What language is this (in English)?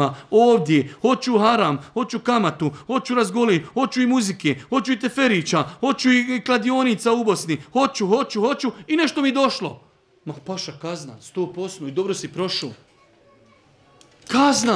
Bosnian